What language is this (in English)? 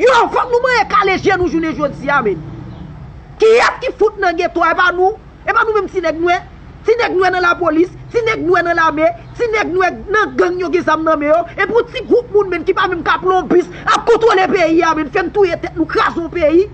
Haitian Creole